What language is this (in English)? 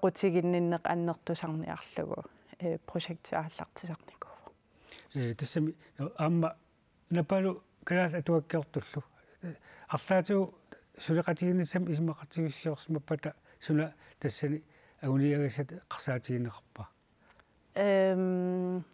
Kalaallisut